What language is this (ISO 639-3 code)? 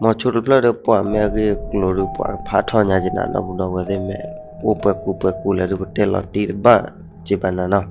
ksw